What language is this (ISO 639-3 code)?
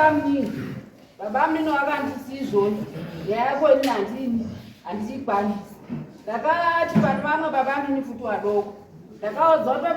sna